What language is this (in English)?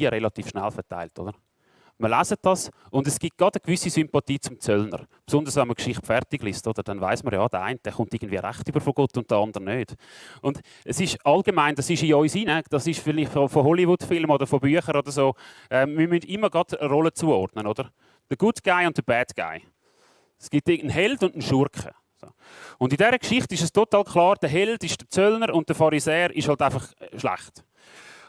Swiss German